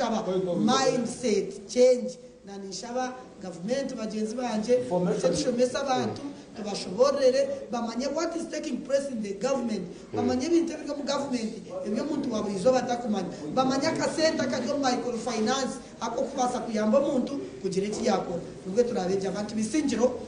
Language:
Nyankole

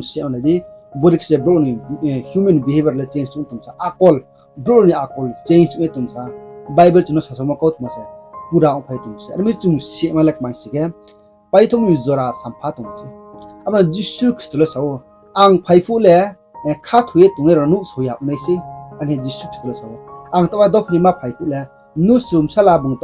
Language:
Riang (India)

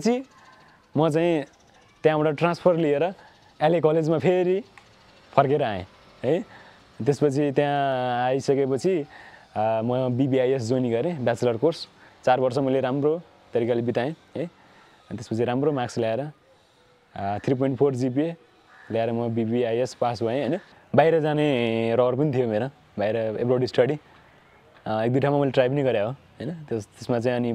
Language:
Nepali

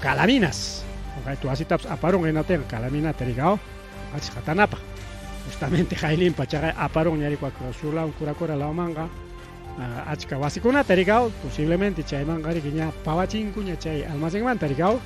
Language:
Ayacucho Quechua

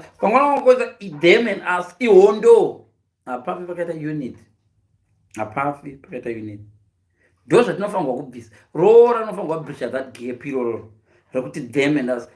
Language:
Shona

